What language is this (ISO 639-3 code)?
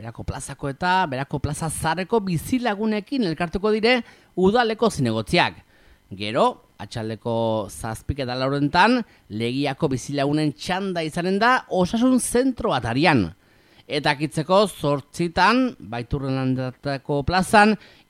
eus